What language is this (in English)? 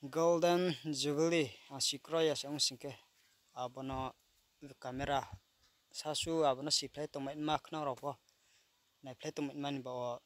Riang (India)